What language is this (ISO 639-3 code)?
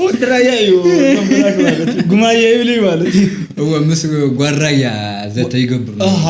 tir